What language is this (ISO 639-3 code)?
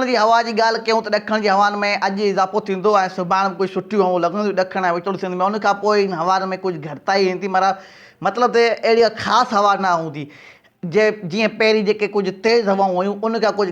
snd